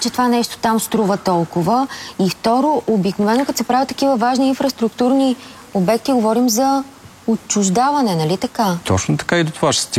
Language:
Bulgarian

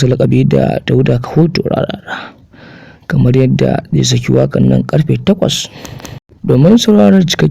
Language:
Hausa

